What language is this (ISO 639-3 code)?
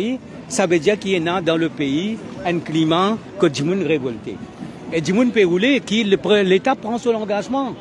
mfe